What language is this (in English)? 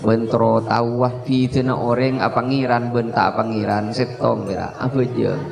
Madurese